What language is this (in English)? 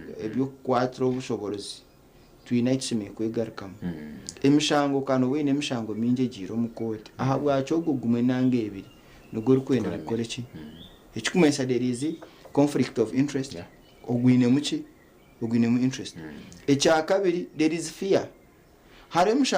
Nyankole